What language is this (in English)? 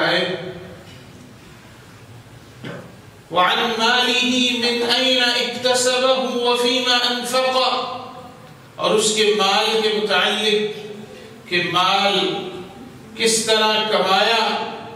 Urdu